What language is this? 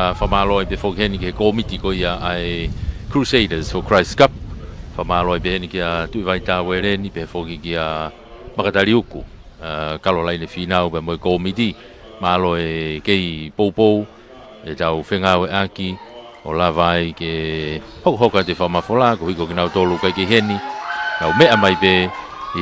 Tongan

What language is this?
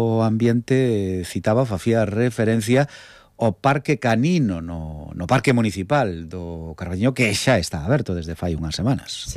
Galician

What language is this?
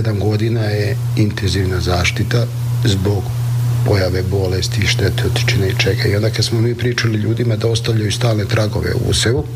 Serbian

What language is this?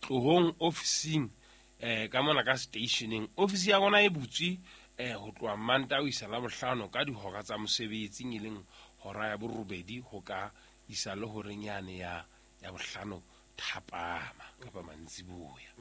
Southern Sotho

